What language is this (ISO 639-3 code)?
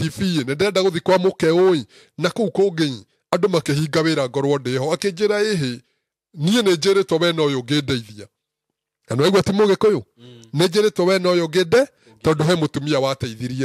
kik